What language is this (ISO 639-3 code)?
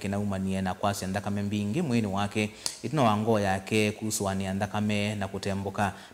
kam